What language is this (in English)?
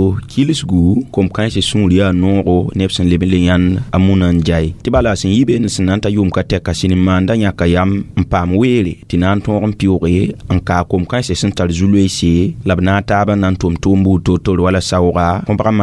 Mossi